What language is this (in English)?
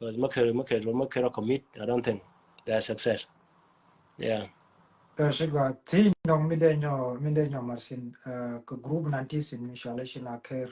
Nuer